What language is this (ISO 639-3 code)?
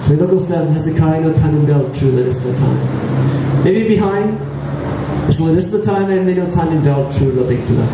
tpi